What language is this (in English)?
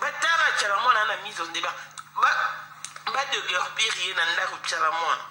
Lingala